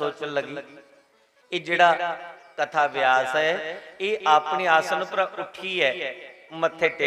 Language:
Dogri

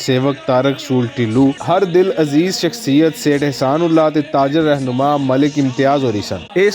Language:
Western Panjabi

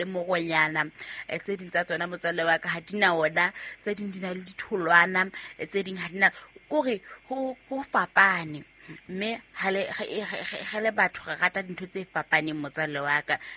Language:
Southern Sotho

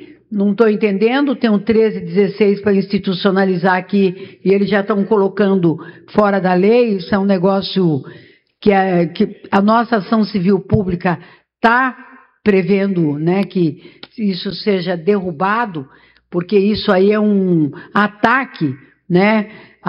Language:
Portuguese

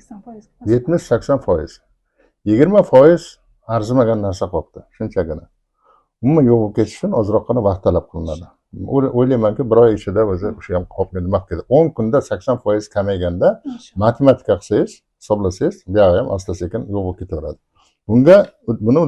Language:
Uzbek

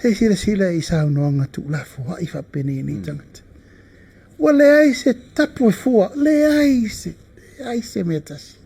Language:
Samoan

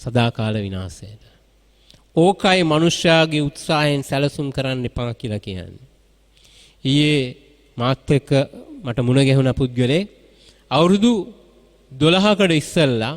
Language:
Sinhala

